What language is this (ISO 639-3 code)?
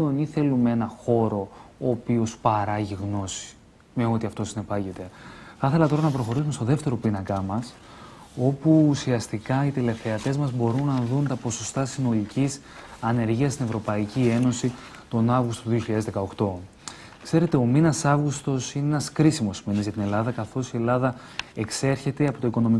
ell